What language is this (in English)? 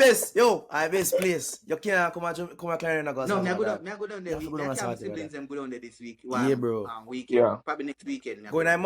Jamaican Creole English